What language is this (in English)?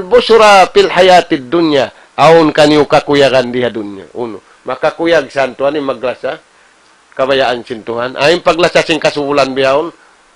Tausug